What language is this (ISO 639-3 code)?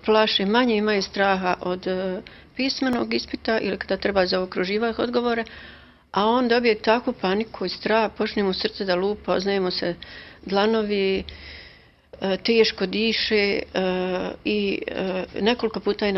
hrv